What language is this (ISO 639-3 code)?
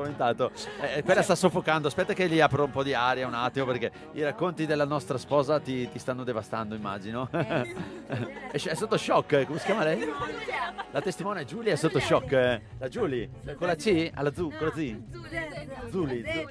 ita